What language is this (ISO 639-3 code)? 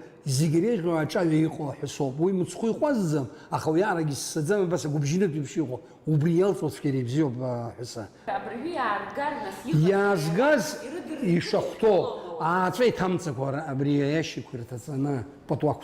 abk